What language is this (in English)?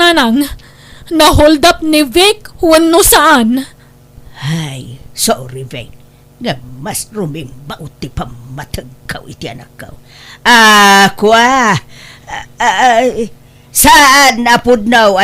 Iloko